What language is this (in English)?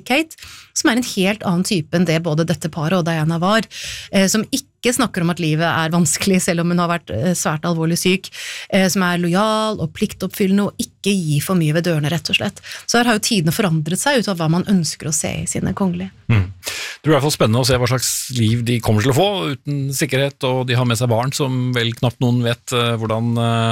Norwegian